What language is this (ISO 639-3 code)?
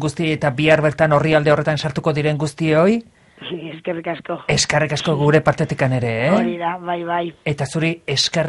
eus